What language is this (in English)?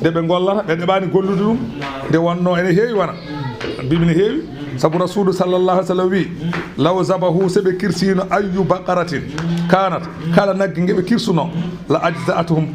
Fula